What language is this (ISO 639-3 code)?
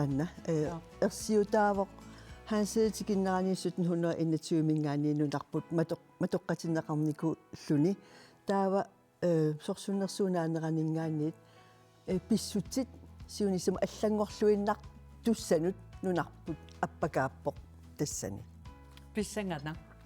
kal